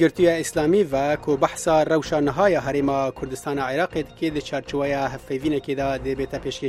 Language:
Kurdish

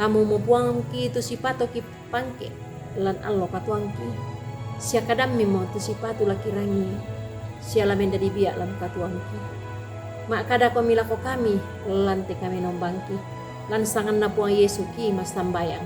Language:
Toraja-Sa'dan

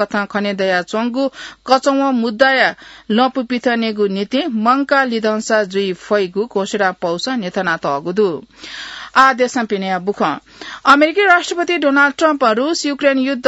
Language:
Newari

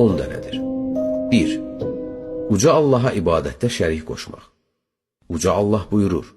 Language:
Azerbaijani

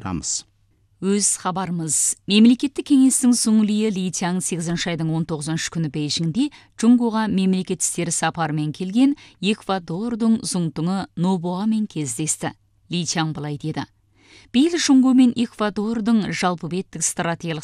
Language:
Kazakh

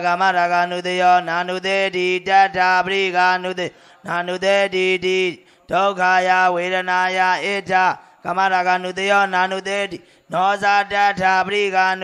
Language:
Burmese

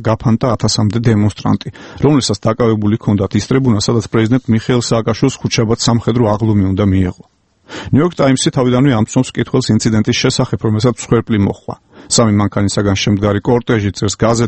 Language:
Georgian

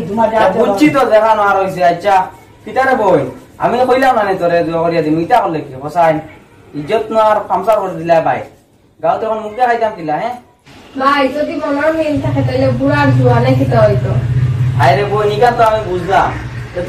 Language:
Sylheti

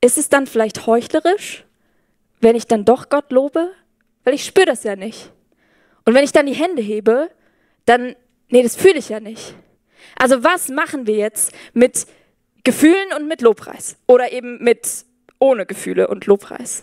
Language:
Swiss German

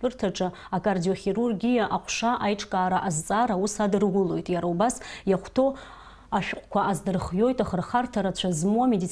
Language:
Abkhazian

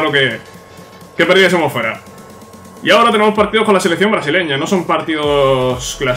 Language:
Spanish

